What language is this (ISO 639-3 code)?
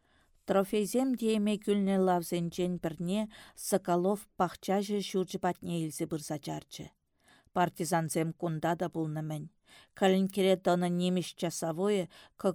chv